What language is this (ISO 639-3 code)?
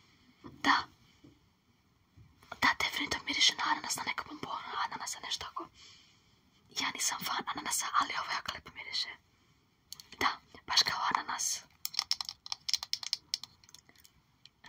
srp